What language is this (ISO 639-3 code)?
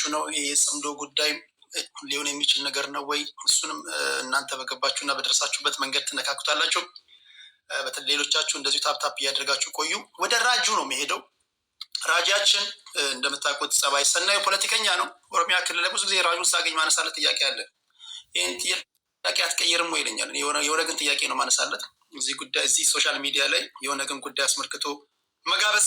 amh